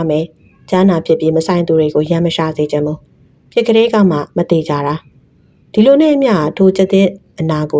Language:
Burmese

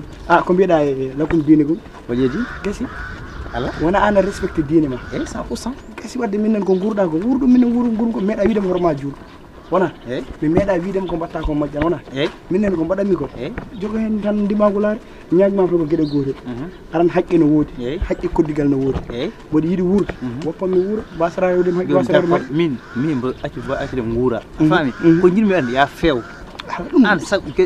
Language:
Fula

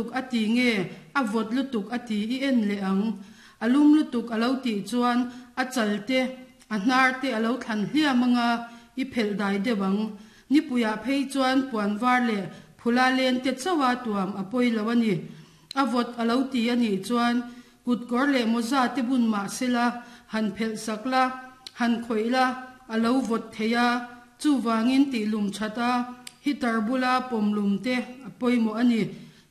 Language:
Mizo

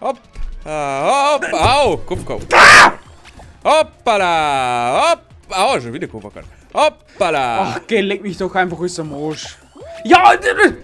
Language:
Bavarian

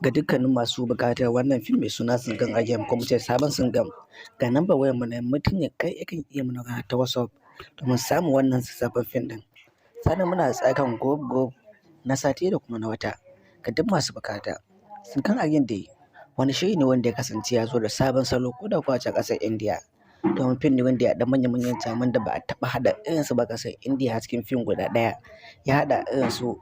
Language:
Hausa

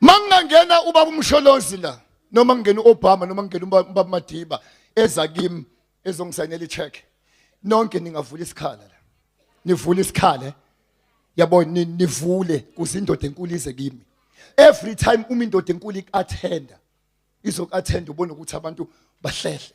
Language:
Zulu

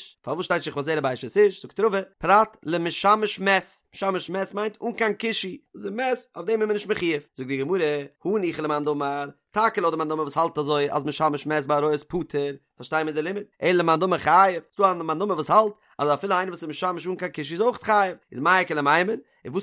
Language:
Yiddish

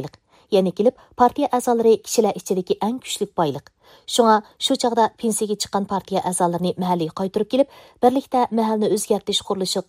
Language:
Uyghur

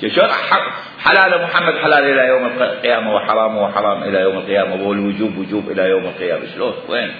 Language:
Mesopotamian Arabic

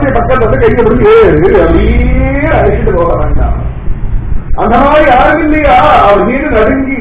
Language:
Tamil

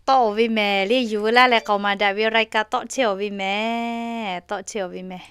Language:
Lahu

